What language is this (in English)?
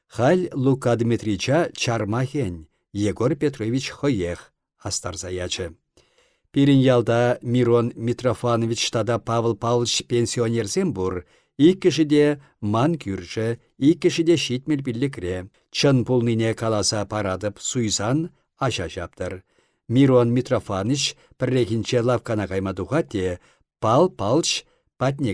Chuvash